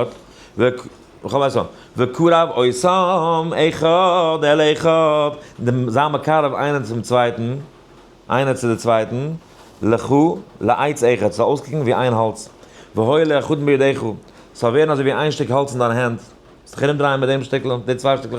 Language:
Yiddish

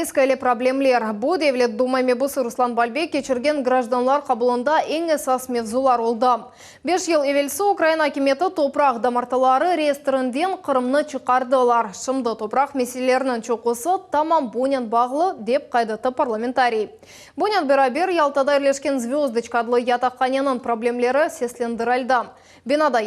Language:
Crimean Tatar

